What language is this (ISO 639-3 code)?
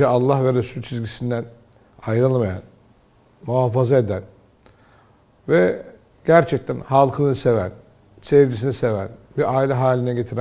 tur